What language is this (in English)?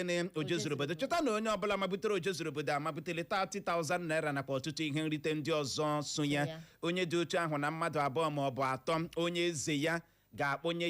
Igbo